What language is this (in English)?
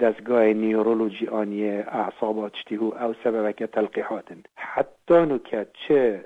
Kurdish